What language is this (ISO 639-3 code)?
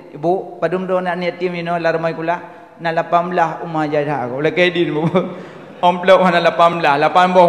ace